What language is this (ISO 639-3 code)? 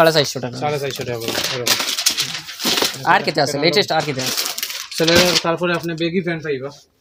syl